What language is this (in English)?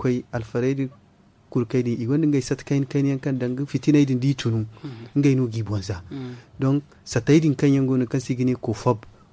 Zarma